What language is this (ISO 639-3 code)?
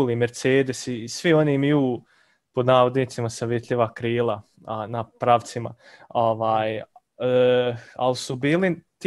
hrv